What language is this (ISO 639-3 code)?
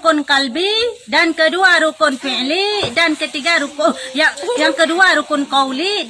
ace